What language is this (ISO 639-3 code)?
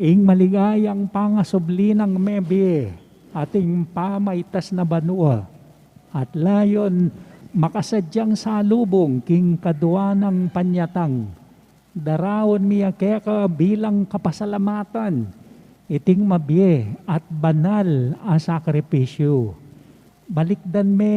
pam